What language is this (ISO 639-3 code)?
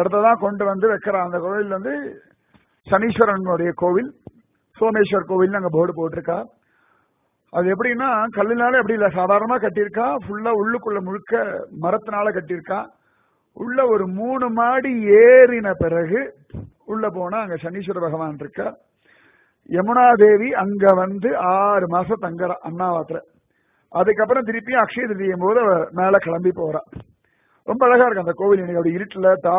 tam